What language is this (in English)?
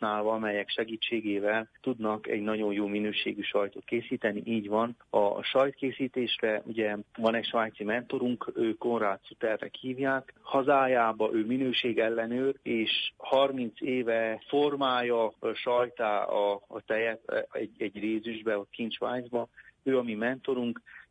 Hungarian